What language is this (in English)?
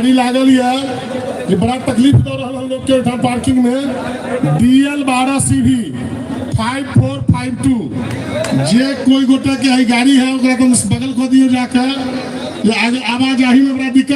Maithili